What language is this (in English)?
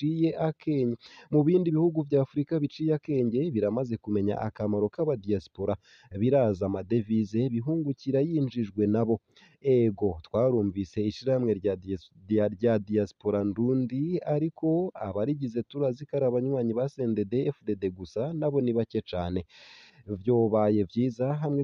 Rundi